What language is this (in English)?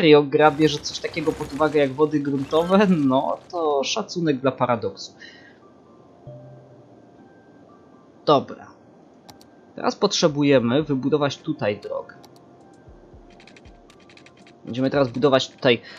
Polish